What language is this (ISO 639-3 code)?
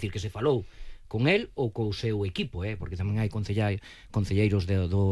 glg